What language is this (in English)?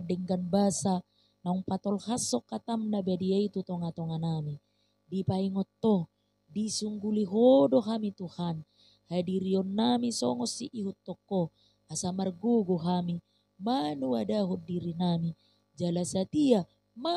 Batak Toba